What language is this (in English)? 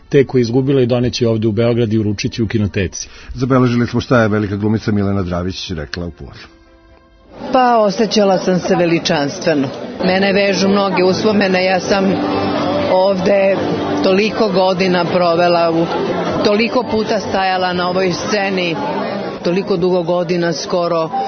Serbian